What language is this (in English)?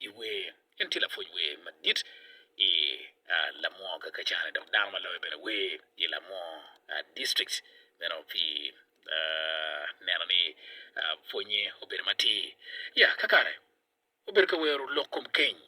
Acoli